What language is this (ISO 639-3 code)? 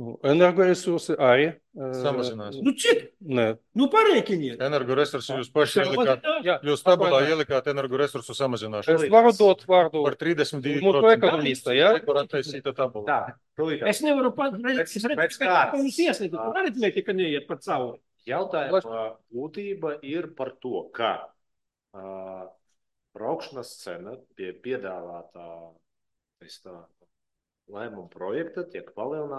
lav